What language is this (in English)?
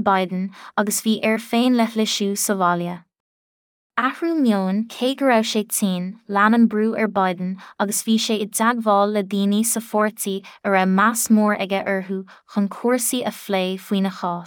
Irish